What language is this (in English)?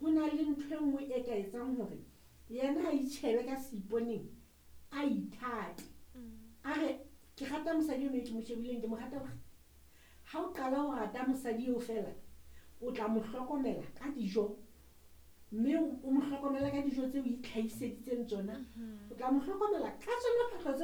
Southern Sotho